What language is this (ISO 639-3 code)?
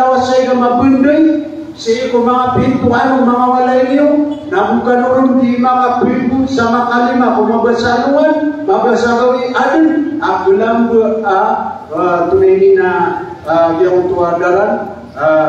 mrw